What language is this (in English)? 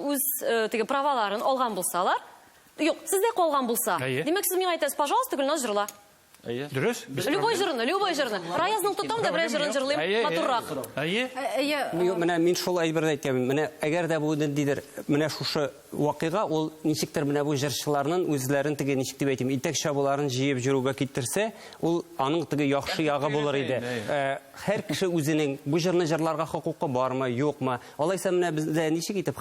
Tatar